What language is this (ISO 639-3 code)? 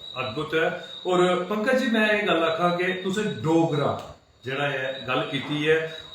doi